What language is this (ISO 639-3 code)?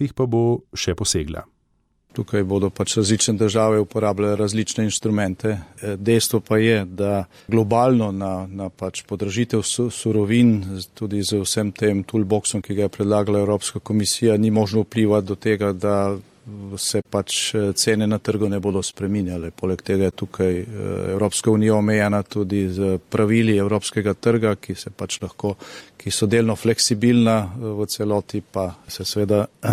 slv